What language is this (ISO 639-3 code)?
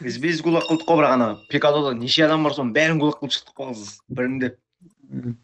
kaa